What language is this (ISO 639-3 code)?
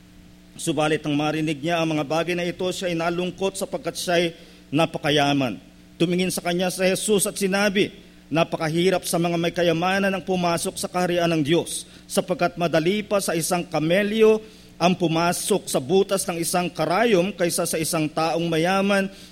fil